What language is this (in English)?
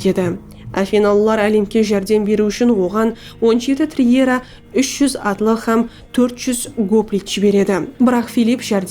Kara-Kalpak